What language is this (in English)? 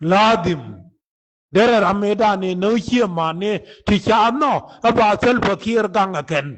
Nuer